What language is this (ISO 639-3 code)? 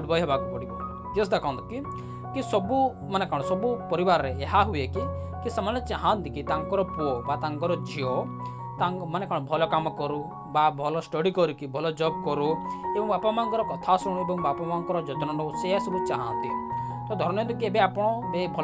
ori